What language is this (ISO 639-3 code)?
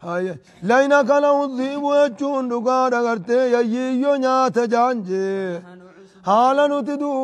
orm